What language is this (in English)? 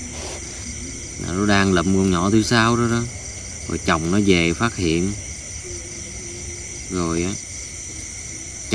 Vietnamese